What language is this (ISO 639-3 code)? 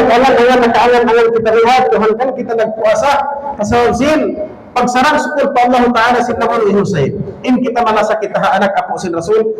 tsg